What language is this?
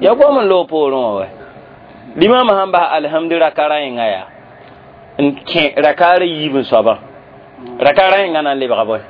Mossi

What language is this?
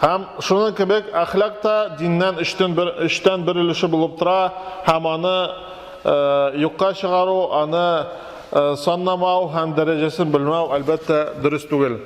Tatar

